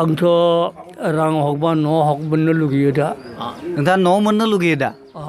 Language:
Bodo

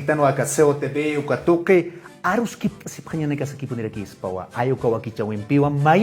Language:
Aymara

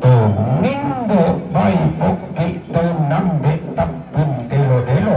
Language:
Toraja-Sa'dan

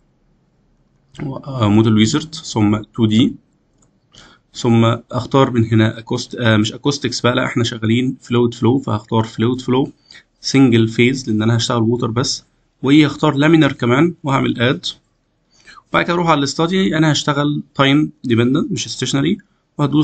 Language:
Egyptian Arabic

